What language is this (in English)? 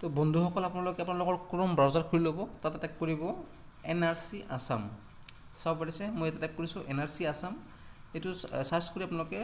Assamese